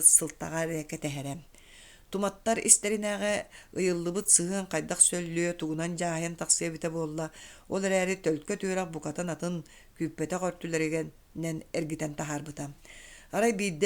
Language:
Yakut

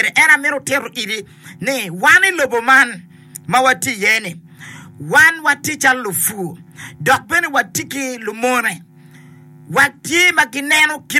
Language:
Acoli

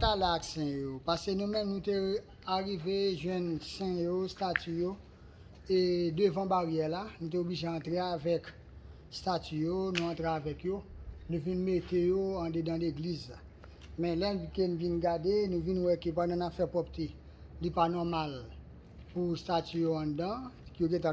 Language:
Haitian Creole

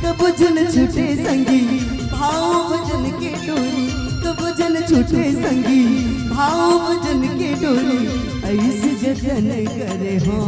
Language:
Chhattisgarhi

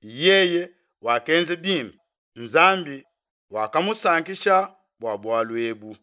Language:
Luba-Lulua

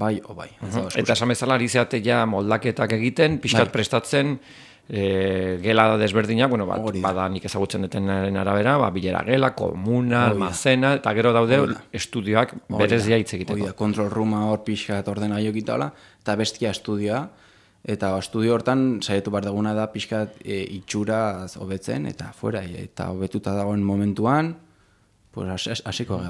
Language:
Basque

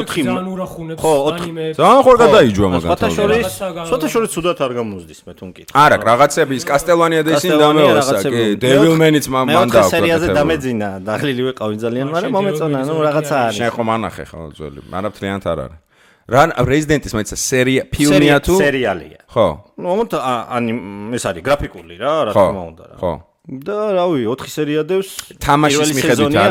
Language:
Georgian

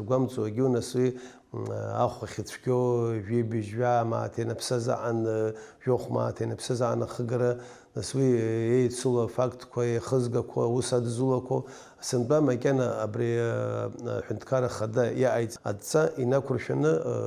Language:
Abkhazian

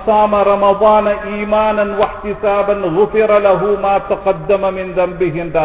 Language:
Tamil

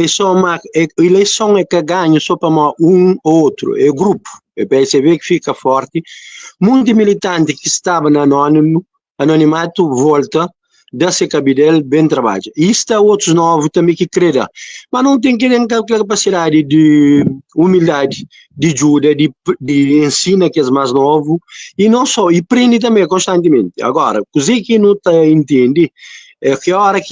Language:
Kabuverdianu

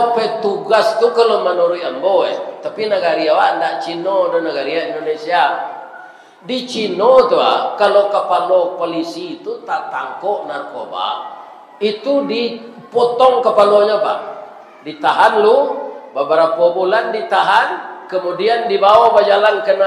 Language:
Minangkabau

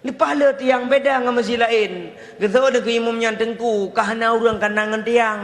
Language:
Achinese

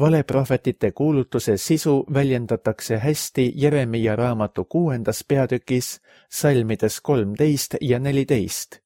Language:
Estonian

